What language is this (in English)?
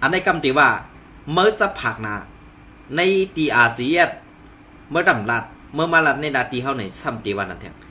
Shan